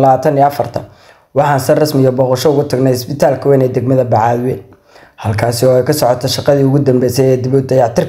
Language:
Somali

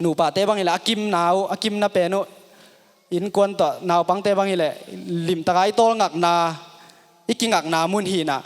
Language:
Tedim Chin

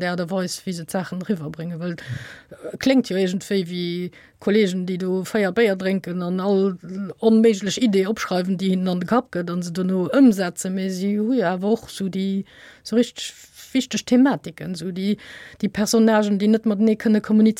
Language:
Luxembourgish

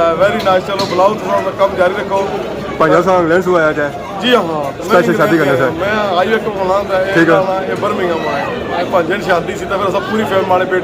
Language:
Pahari-Potwari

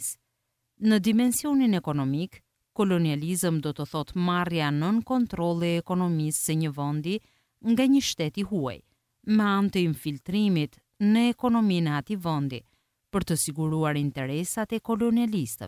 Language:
Albanian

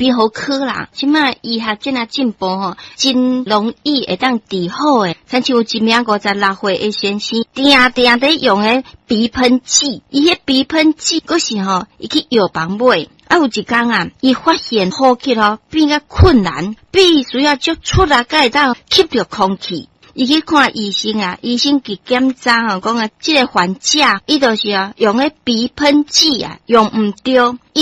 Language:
Min Nan Chinese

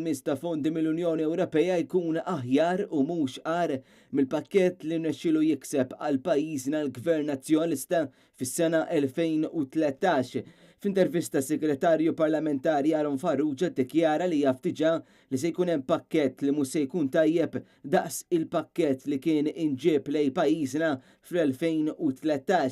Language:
Maltese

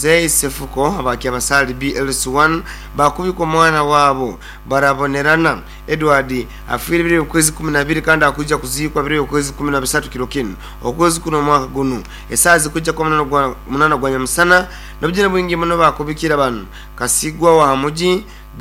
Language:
Nyoro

